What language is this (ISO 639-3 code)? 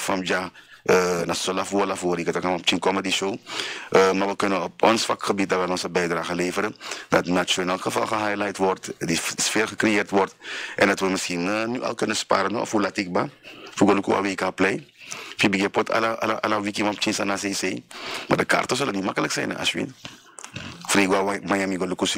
nld